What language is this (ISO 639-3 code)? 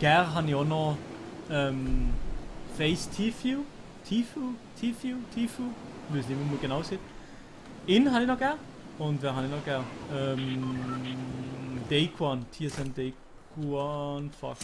gsw